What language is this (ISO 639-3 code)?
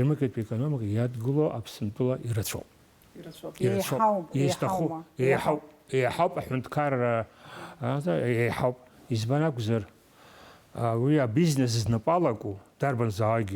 abk